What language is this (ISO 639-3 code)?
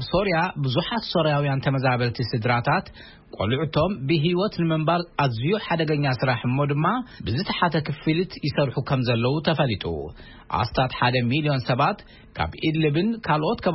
tir